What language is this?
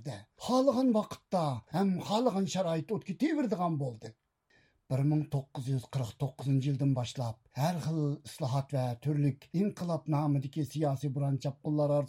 Uyghur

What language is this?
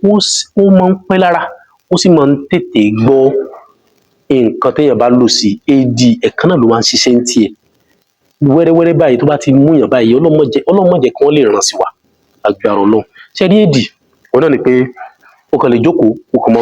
Yoruba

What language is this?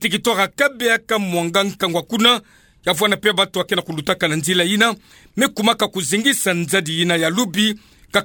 Kituba (Democratic Republic of Congo)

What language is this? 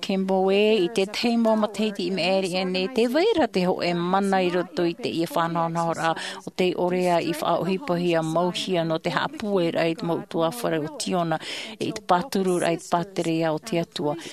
Tahitian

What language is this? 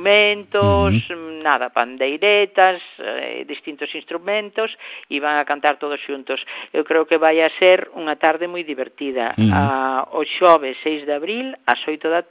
Galician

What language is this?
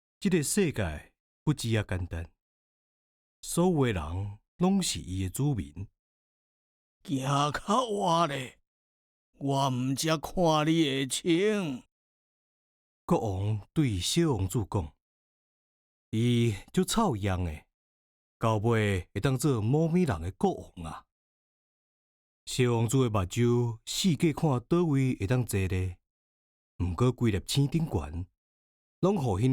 Min Nan Chinese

